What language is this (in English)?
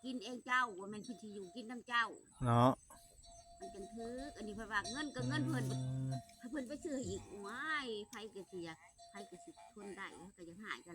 Northeastern Thai